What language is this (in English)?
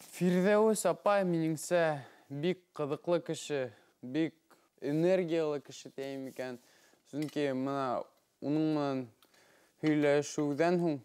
Bashkir